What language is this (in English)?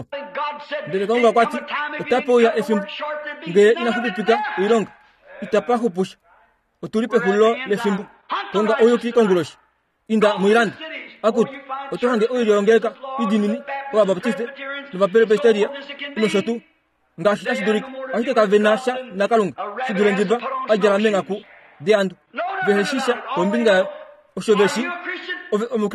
Kuanyama